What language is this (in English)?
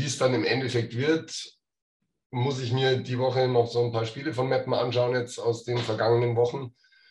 German